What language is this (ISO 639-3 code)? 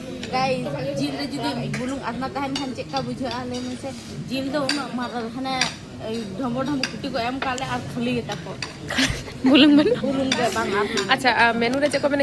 sat